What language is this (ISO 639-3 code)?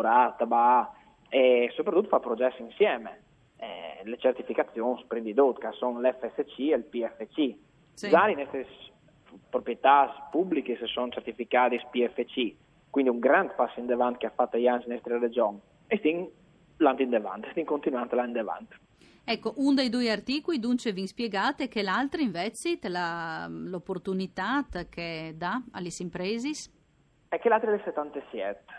fur